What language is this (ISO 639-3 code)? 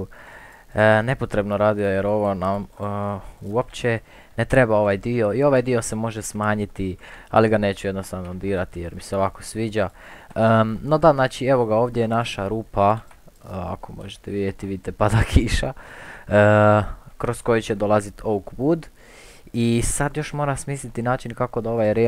hrv